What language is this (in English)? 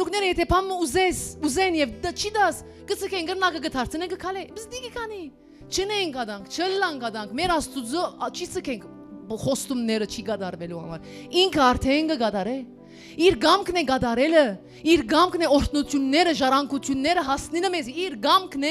Western Armenian